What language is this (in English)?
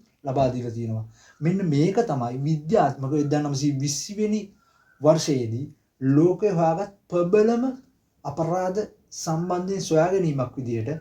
Sinhala